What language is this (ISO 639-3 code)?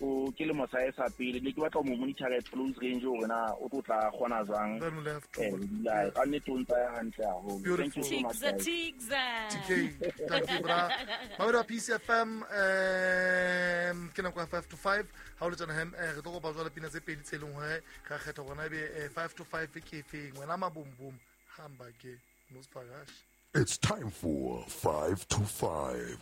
sot